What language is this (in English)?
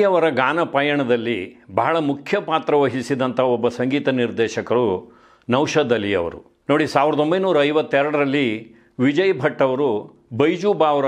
Kannada